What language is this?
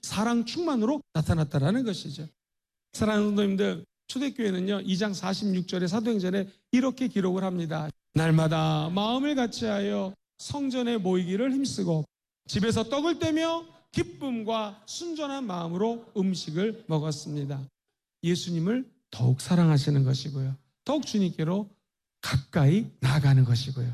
Korean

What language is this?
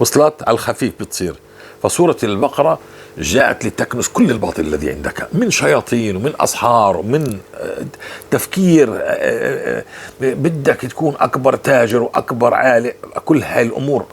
North Levantine Arabic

